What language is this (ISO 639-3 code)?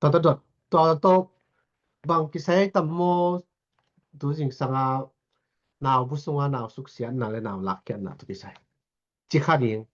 ctd